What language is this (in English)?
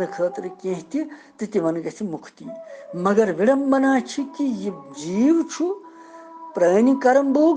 Kashmiri